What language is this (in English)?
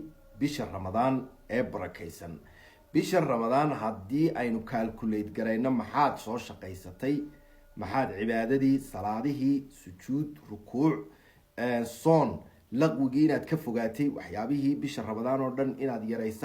Somali